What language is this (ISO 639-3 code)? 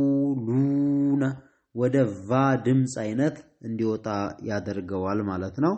amh